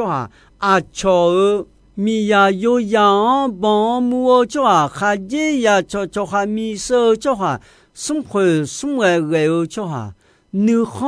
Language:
Akha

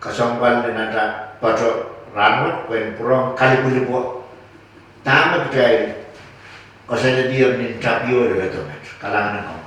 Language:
Pohnpeian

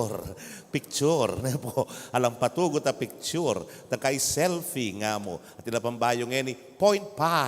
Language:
Pampanga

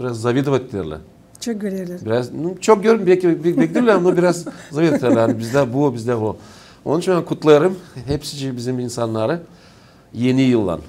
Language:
Gagauz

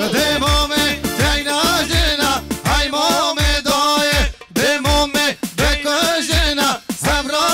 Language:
Kurdish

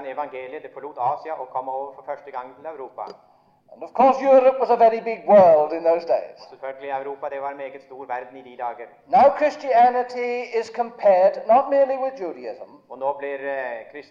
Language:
Norwegian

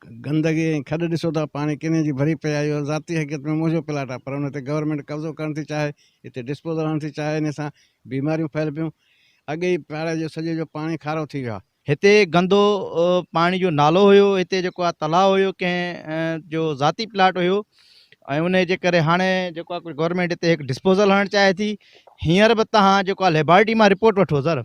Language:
Sindhi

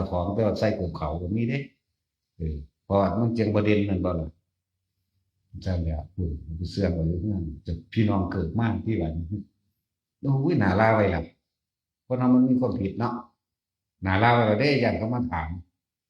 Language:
Northeastern Thai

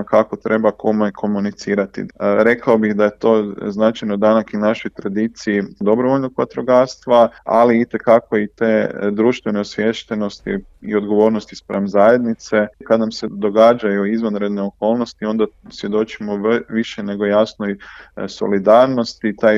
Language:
Croatian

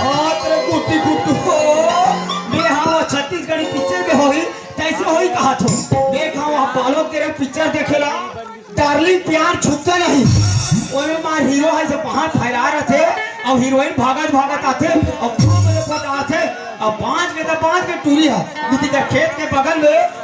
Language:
Chhattisgarhi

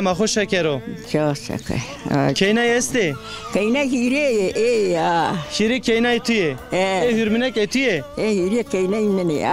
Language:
Zaza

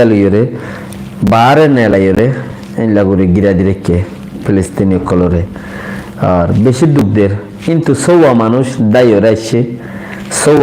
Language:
Rohingya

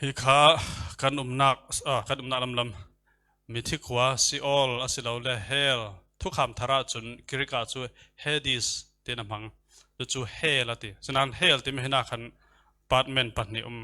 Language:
Falam Chin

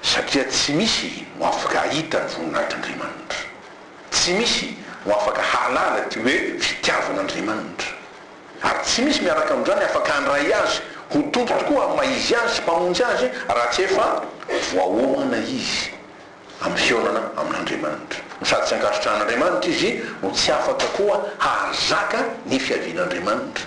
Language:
Malagasy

